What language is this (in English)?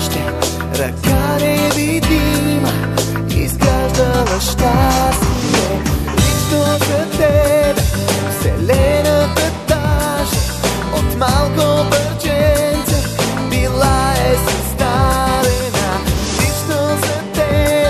Bulgarian